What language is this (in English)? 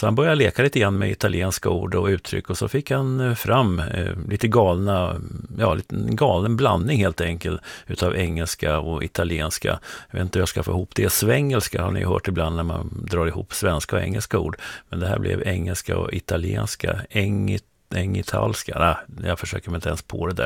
Swedish